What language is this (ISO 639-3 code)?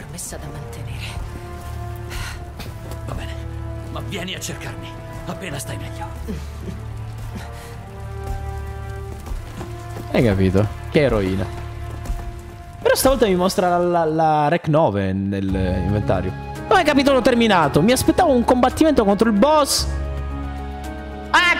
ita